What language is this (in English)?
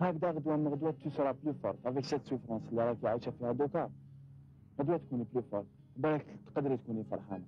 Algerian Arabic